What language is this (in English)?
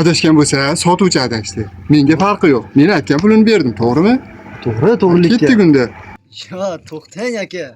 Uzbek